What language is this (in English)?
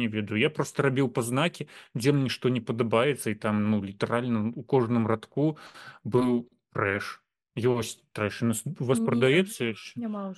Belarusian